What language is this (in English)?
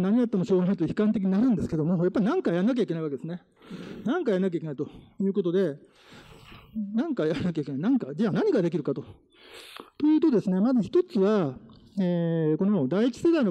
Japanese